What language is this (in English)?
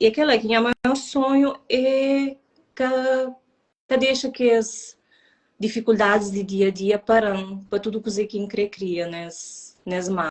Kabuverdianu